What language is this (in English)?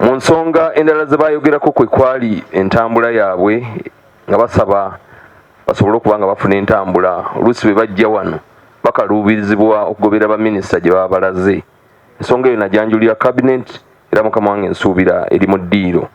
Ganda